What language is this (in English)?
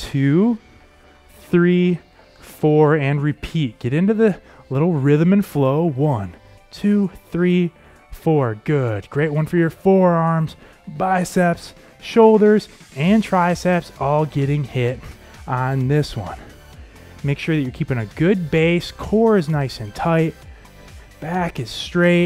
English